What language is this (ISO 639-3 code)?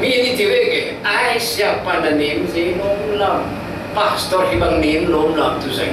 cfm